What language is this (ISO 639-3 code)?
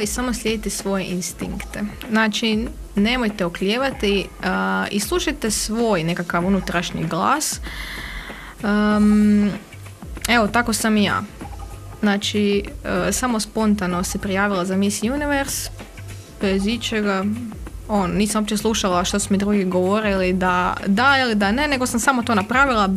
hrv